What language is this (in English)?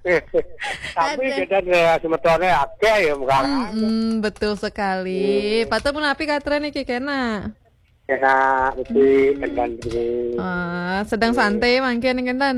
Balinese